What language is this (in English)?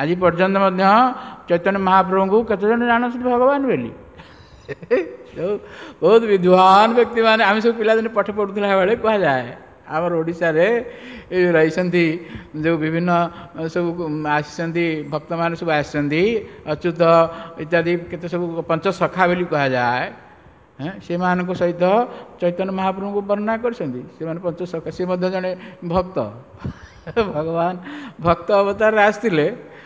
Odia